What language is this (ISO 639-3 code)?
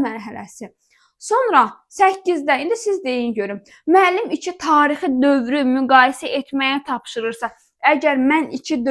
aze